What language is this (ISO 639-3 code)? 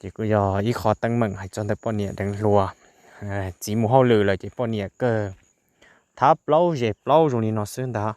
hmn